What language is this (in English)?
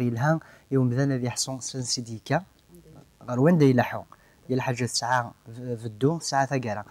Kabyle